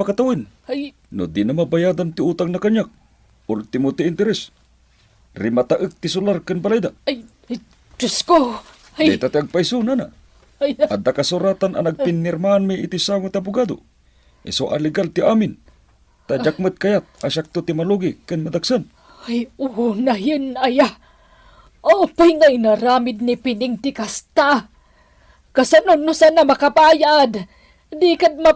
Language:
Iloko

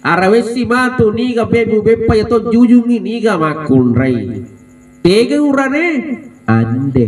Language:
Buginese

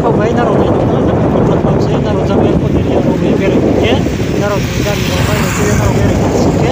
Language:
Riang (India)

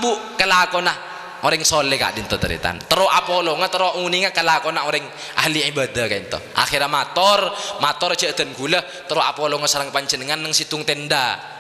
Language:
Madurese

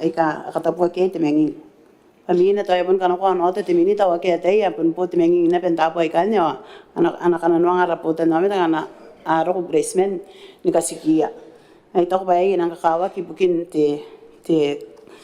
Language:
Gilbertese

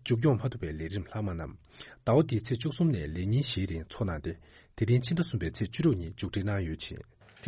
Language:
Tibetan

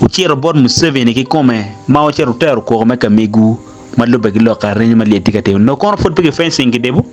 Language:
Acoli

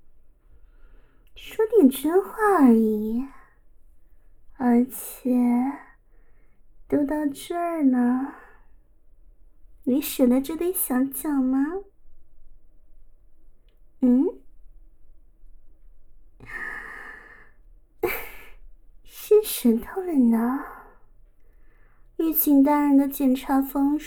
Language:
Chinese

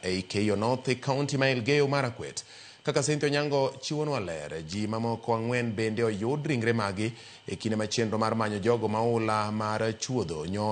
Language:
Luo (Kenya and Tanzania)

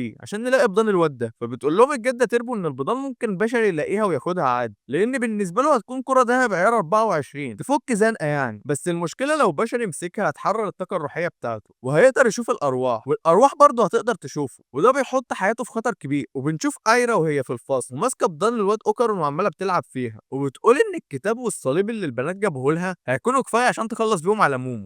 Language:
Egyptian Arabic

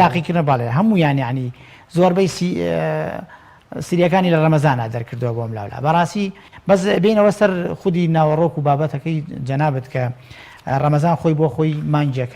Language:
Central Kurdish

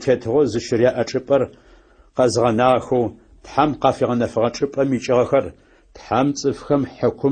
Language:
Adyghe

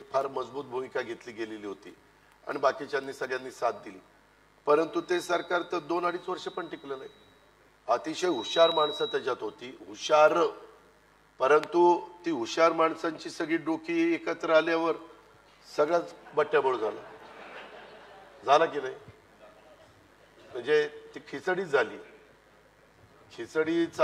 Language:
Marathi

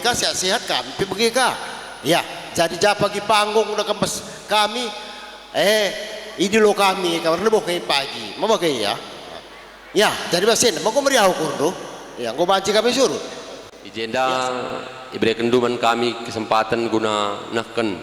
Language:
Batak Karo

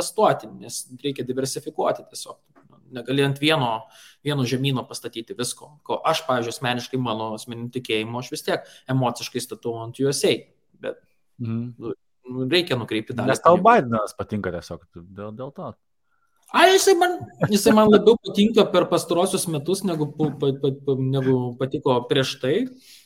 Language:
Lithuanian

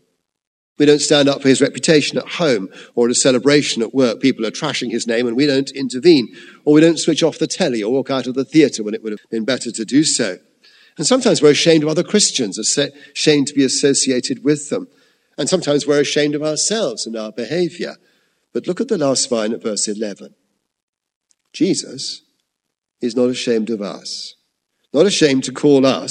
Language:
English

